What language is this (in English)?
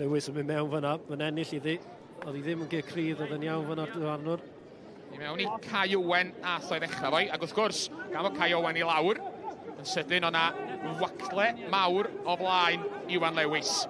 Welsh